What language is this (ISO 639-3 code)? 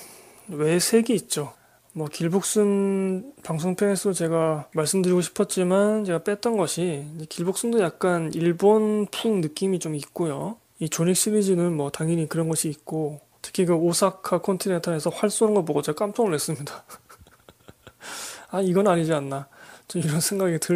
kor